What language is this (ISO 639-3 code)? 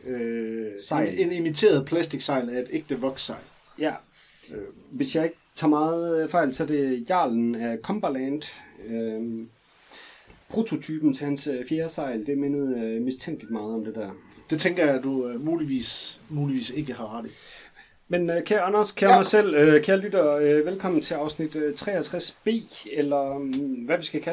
dan